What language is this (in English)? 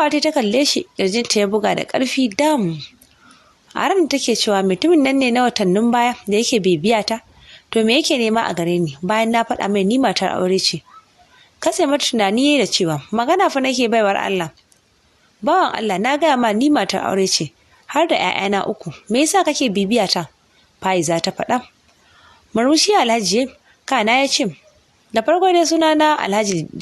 Hausa